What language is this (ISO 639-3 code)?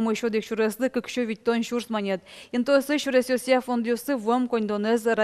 udm